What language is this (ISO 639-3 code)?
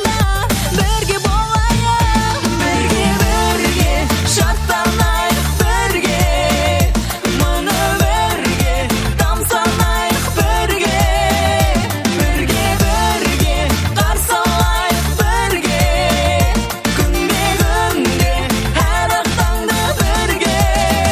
kaz